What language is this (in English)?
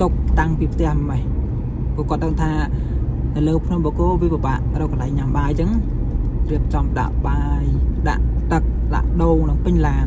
Khmer